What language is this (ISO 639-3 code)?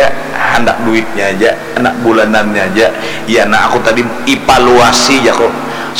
bjn